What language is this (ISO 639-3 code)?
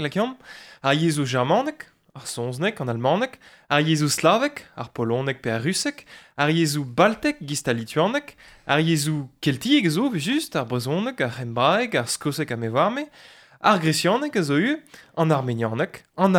bre